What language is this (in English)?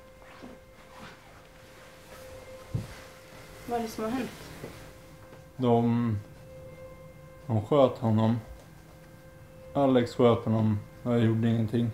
Swedish